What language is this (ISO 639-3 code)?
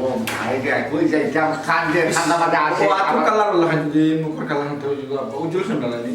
syl